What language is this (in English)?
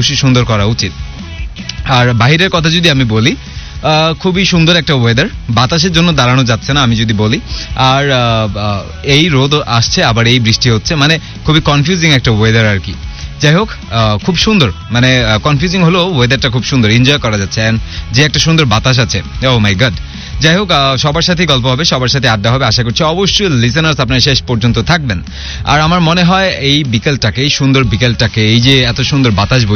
Bangla